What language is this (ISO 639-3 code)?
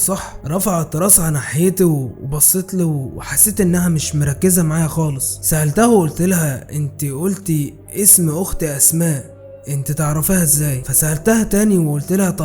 arz